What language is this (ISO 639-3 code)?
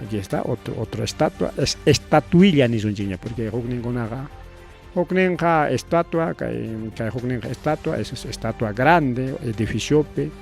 quy